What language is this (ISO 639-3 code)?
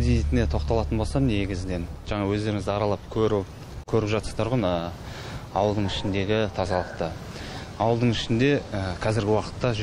kaz